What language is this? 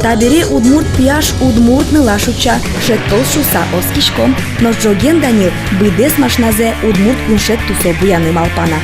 Udmurt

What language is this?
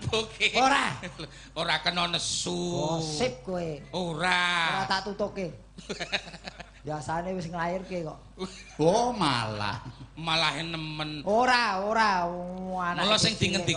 Javanese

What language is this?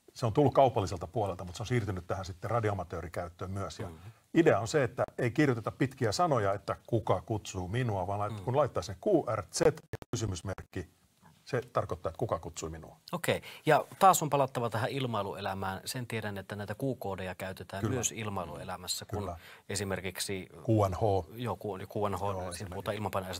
Finnish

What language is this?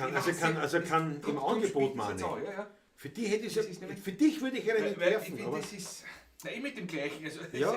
Bavarian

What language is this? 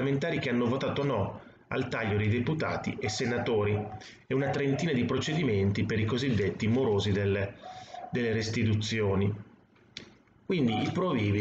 Italian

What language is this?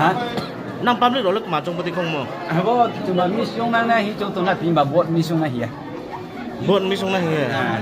Riang (India)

